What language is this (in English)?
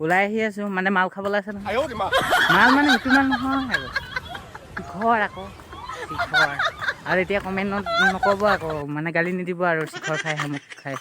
Assamese